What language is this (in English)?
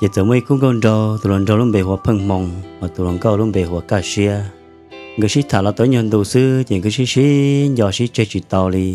Hmong